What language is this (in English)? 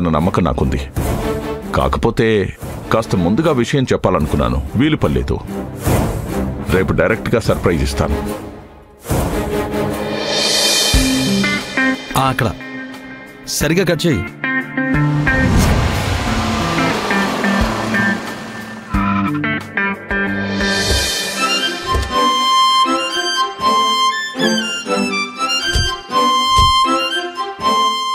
Telugu